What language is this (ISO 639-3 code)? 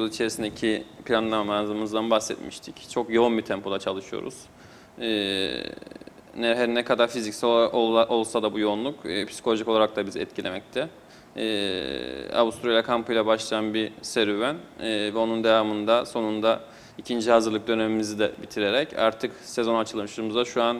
tur